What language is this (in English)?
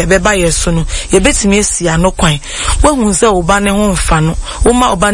Akan